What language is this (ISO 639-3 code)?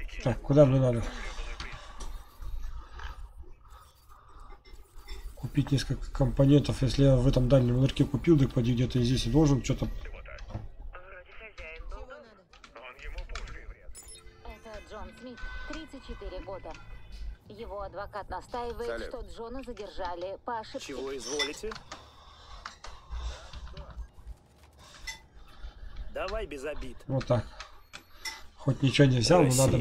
rus